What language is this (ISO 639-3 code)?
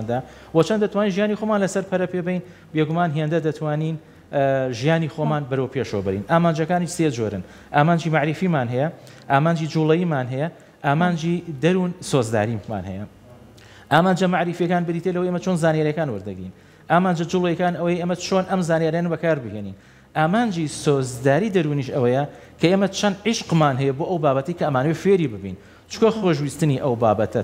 ckb